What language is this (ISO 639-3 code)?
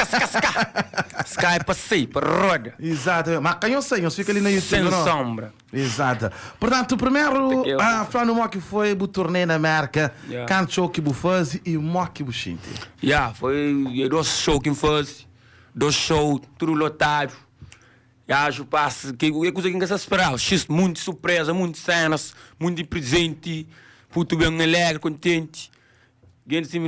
kea